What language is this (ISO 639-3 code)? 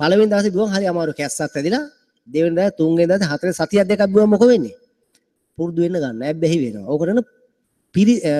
sin